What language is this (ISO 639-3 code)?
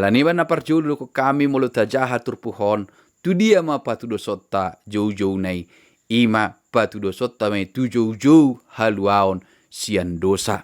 bbc